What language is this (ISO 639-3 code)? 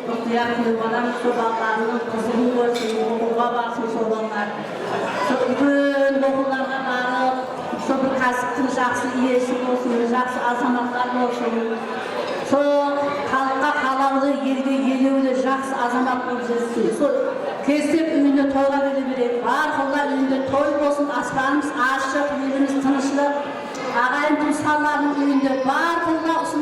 kaa